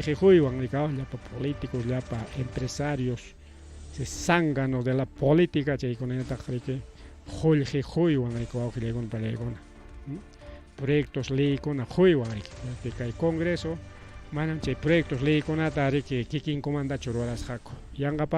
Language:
Ayacucho Quechua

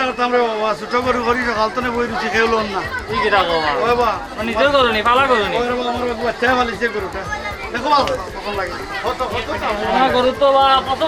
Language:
Sylheti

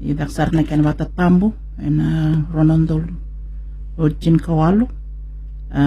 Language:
Fijian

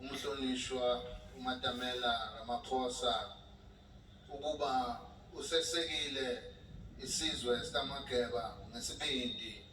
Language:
Zulu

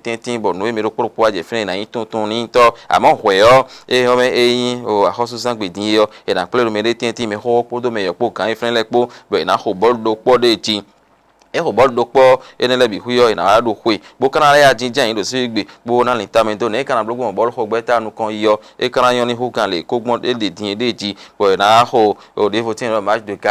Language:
Fon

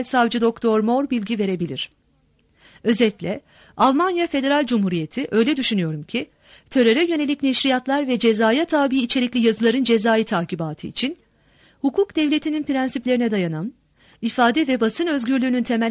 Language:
Turkish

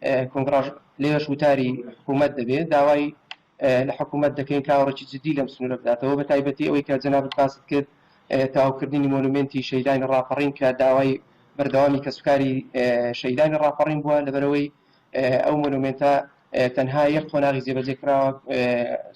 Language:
Central Kurdish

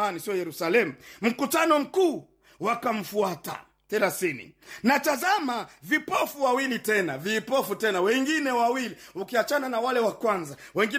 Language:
Swahili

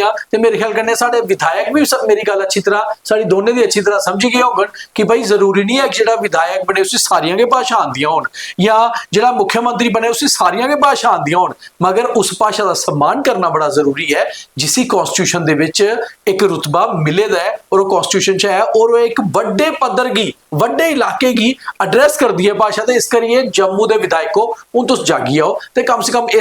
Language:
Dogri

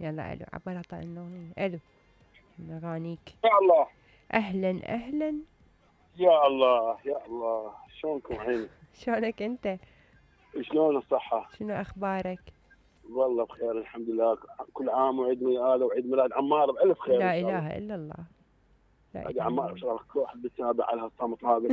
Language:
Mesopotamian Arabic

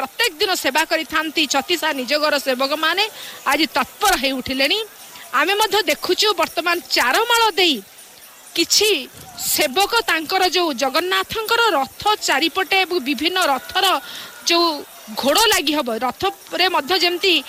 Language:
Odia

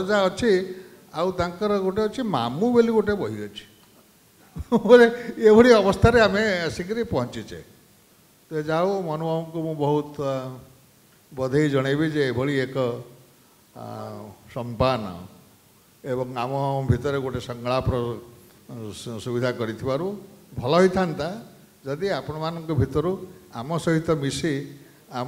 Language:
Odia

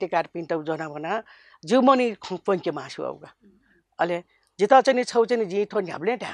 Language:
Newari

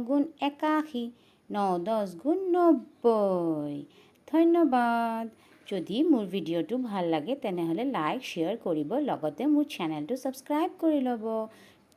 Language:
Assamese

